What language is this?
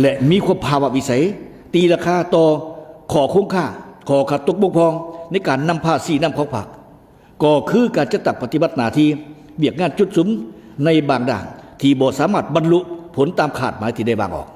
Lao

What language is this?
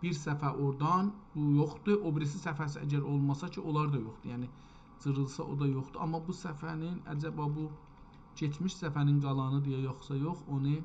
South Azerbaijani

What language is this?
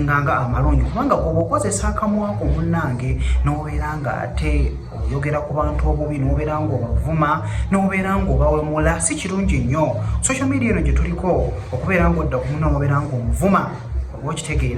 Ganda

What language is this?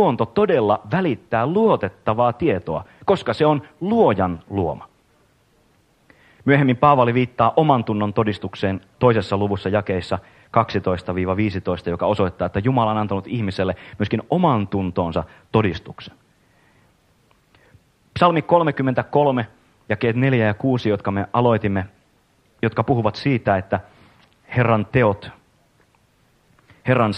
Finnish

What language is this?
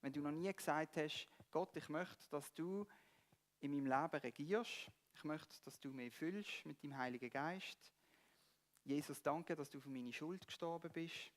Swiss German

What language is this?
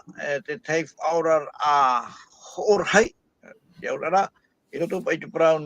Tahitian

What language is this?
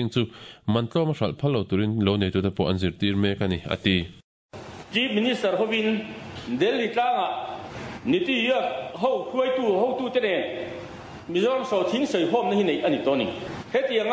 Mizo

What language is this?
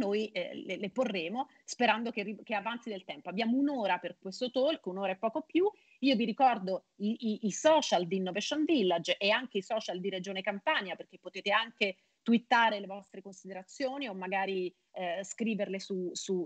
Italian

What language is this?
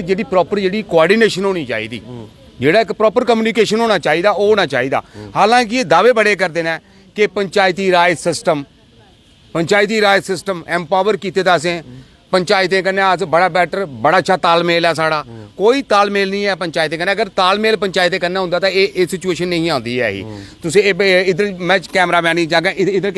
Dogri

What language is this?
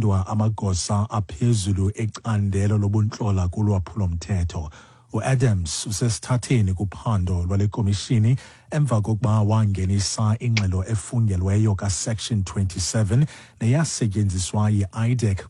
Xhosa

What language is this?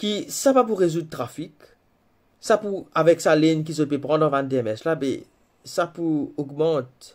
Morisyen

